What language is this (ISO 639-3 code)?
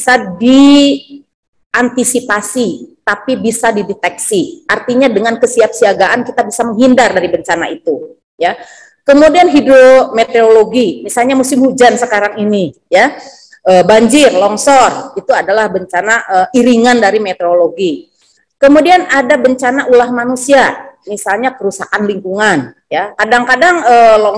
ind